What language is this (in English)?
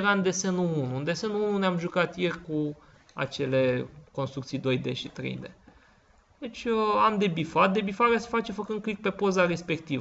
Romanian